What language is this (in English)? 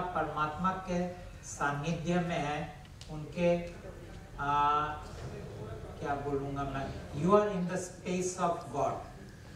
Hindi